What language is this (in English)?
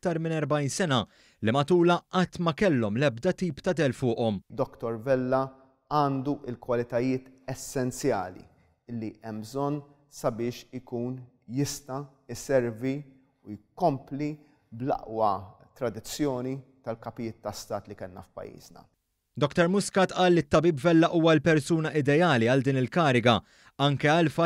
Maltese